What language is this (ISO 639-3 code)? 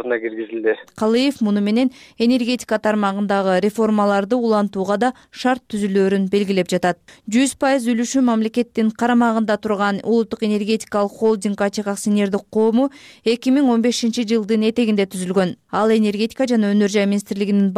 kir